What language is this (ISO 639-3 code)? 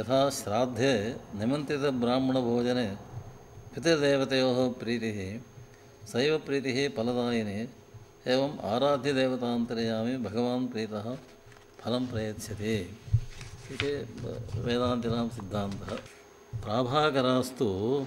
san